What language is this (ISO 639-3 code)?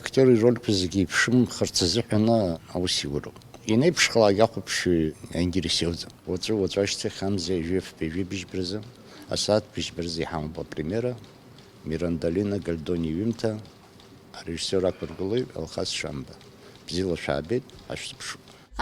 abk